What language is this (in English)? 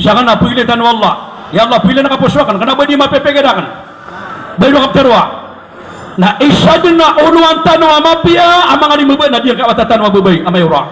Maranao